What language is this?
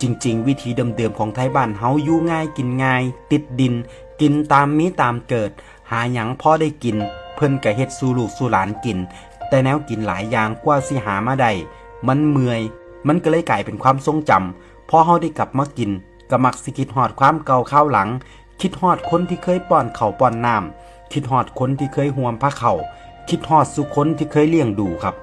Northeastern Thai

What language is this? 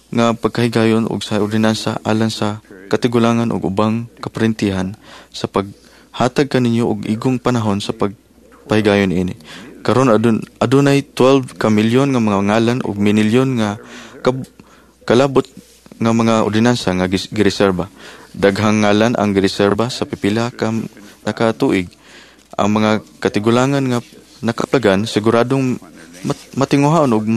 Cebuano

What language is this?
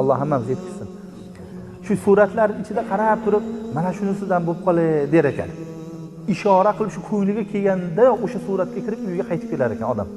Uzbek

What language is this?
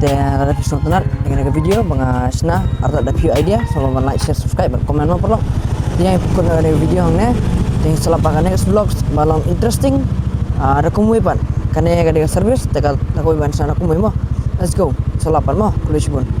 Khasi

